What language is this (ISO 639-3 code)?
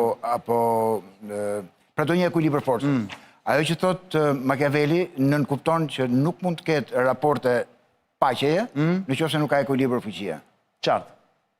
sqi